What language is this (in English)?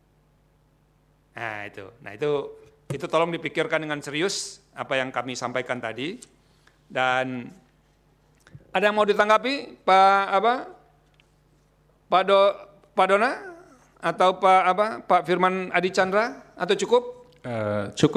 Indonesian